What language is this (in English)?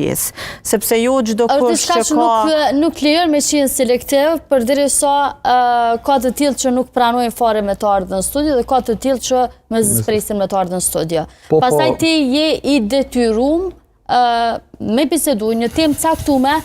Albanian